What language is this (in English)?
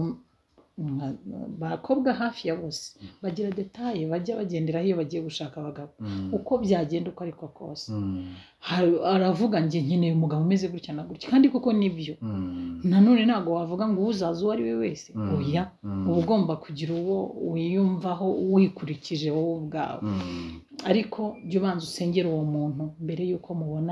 Kinyarwanda